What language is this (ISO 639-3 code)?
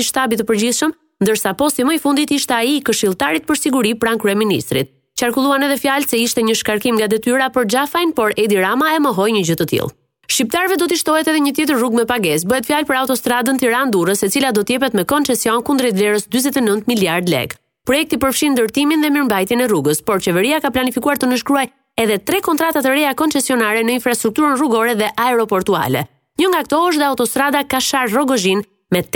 sqi